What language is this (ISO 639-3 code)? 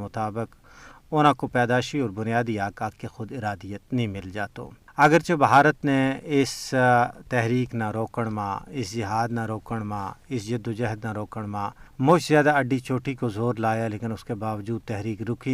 gju